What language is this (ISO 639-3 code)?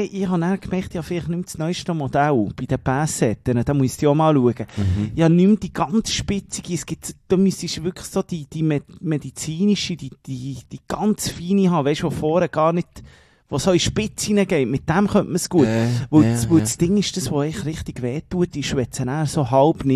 deu